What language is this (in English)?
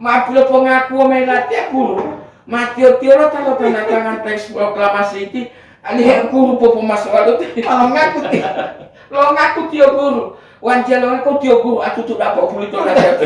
Gorontalo